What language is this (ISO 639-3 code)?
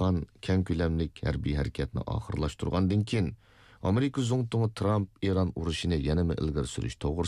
uig